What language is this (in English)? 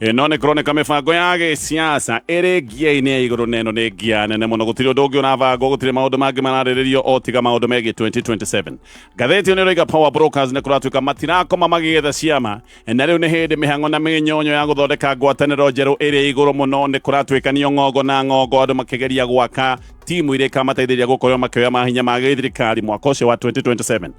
Kikuyu